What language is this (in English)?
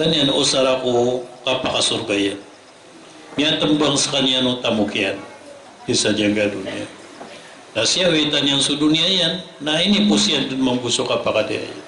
Maranao